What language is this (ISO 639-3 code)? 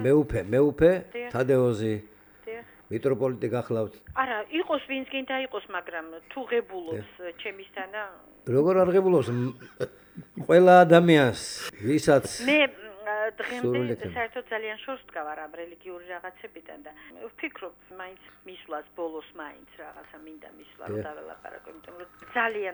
kat